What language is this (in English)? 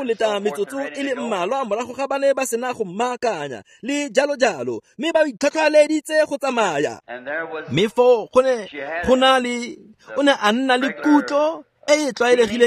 Tswana